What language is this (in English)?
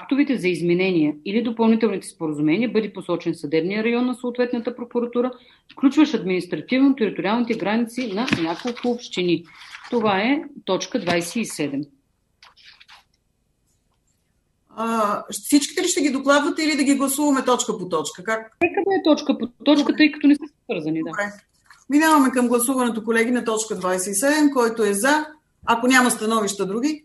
Bulgarian